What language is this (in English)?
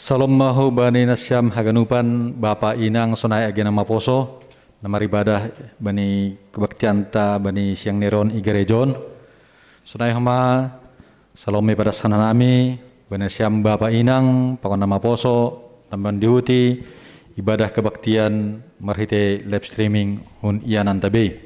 Batak Simalungun